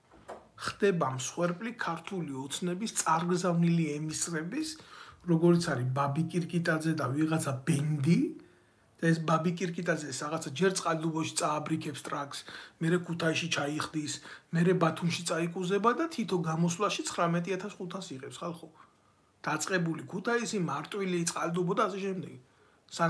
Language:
Georgian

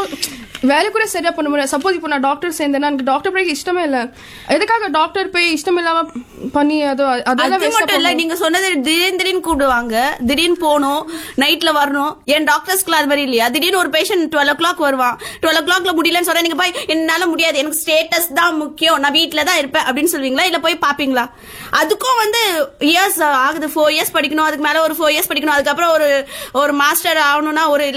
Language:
Tamil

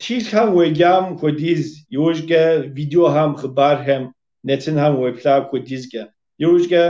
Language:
Kabardian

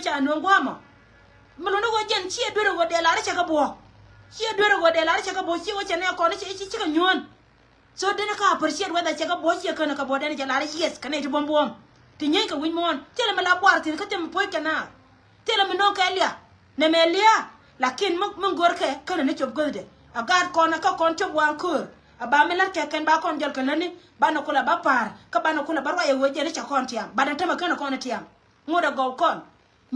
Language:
Nuer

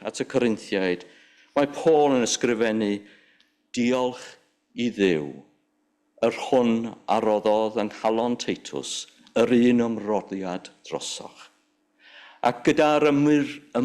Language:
Welsh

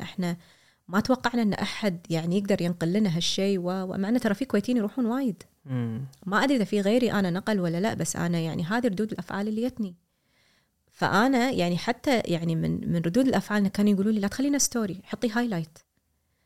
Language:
Gulf Arabic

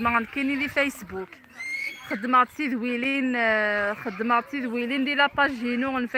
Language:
Kabyle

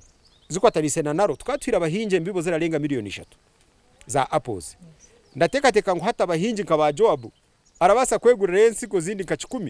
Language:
Nyankole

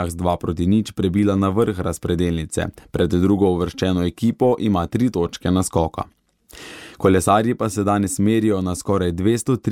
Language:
Slovenian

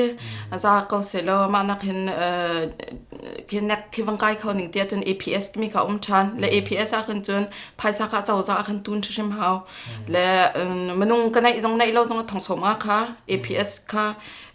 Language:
Hakha Chin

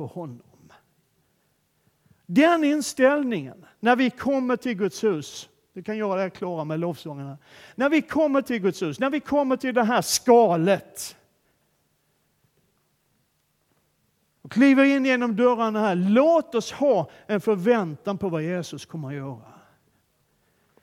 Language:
Swedish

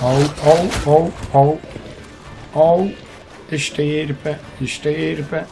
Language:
Swiss German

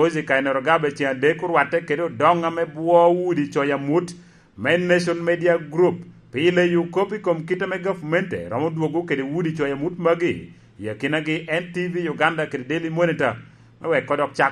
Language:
Lango (Uganda)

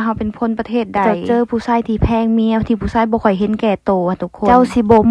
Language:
Lao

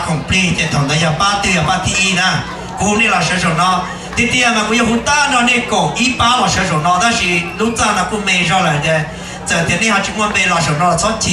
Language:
Hmong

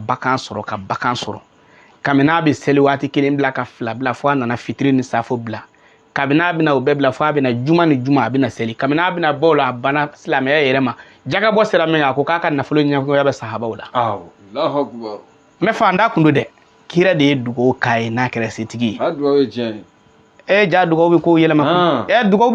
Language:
Bambara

